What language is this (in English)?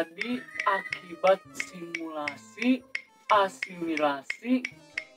Banjar